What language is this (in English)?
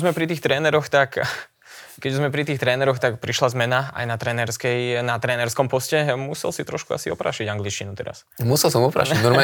Slovak